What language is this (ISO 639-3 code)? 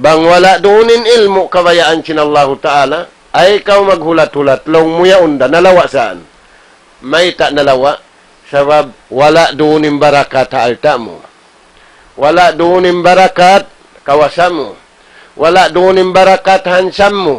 tsg